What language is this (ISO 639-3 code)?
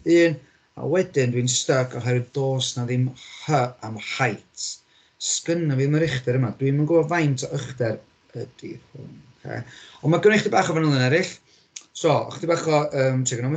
cym